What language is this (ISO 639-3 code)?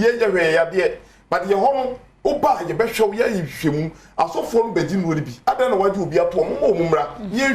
aka